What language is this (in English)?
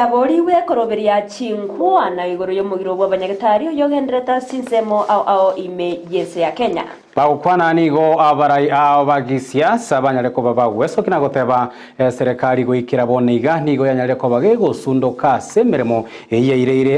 Gusii